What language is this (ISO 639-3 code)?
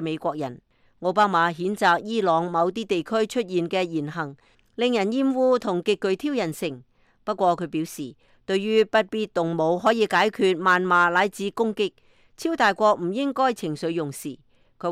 yue